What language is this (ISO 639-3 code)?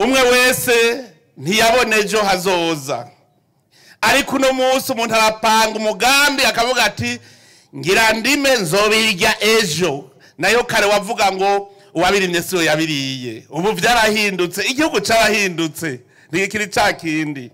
run